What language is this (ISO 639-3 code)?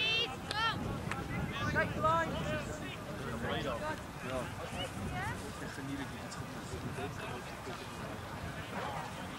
afr